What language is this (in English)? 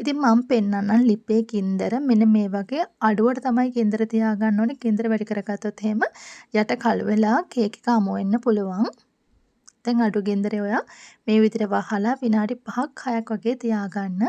Sinhala